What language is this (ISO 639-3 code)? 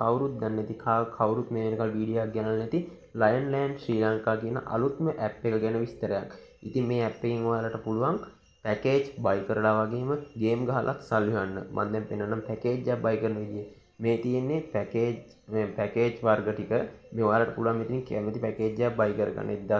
sin